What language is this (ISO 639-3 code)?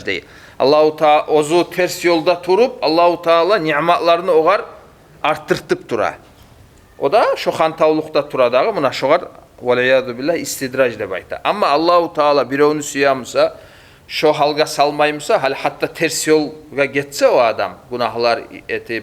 kum